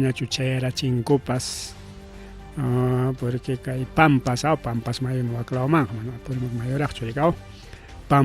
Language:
Ayacucho Quechua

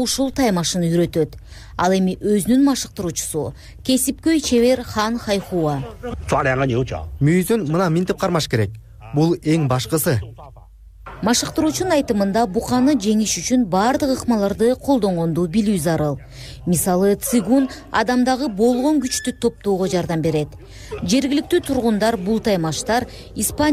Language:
Kyrgyz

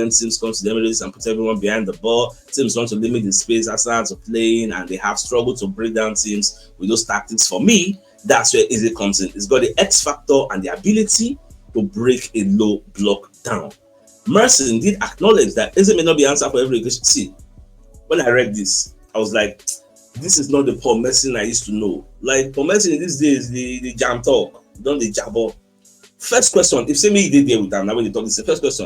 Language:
Nigerian Pidgin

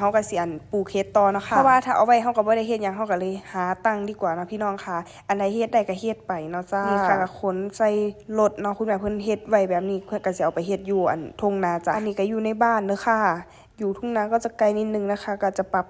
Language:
Northeastern Thai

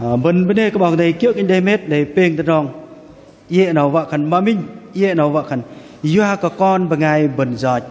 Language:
Bahnar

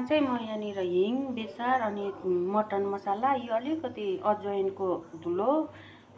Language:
Nepali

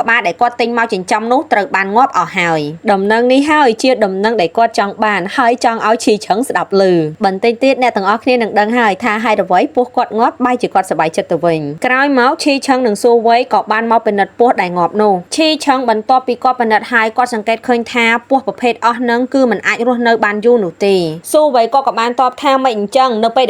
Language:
Khmer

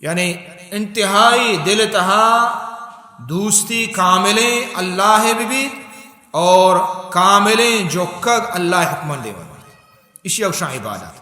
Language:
Baluchi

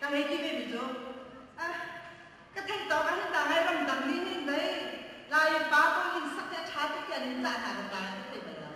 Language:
Hakha Chin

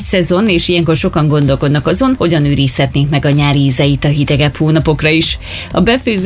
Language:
Hungarian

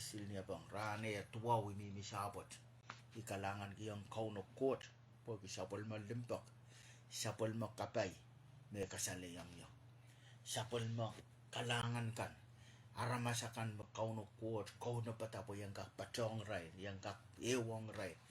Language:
Pohnpeian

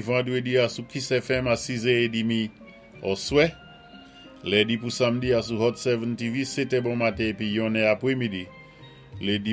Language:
Saint Lucian Creole French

